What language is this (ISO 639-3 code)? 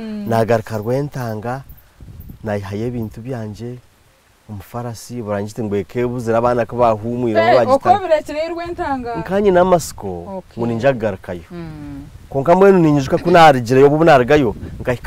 nyn